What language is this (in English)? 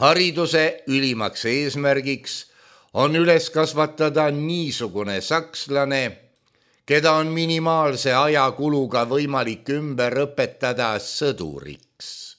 Estonian